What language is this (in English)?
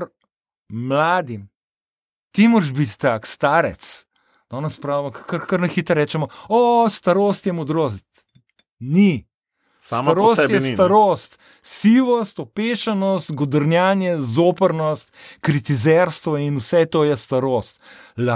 Slovenian